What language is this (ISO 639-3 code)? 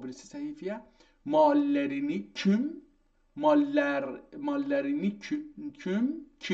azb